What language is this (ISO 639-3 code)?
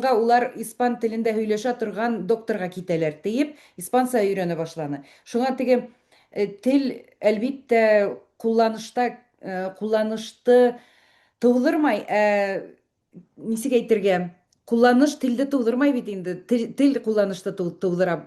bak